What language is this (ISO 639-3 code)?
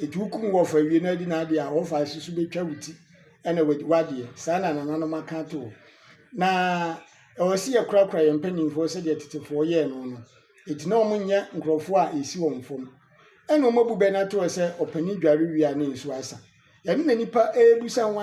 aka